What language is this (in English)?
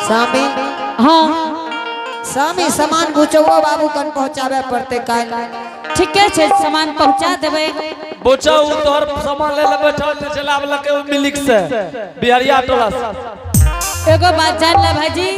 Angika